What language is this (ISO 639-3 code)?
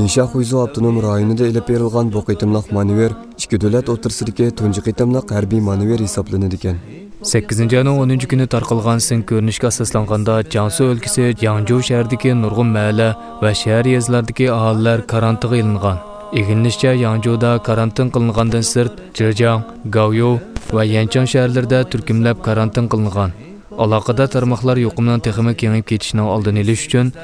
uig